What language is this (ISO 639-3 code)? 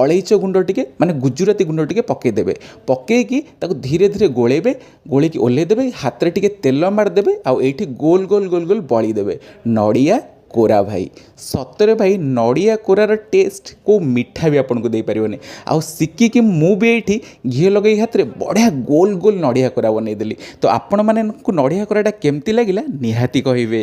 ori